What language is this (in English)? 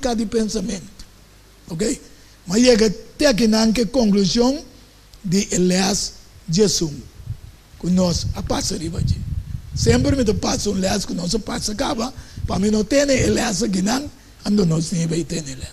Papiamento